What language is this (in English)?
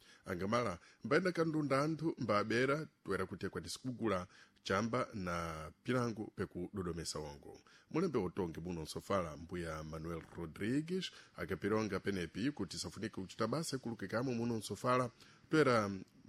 Sena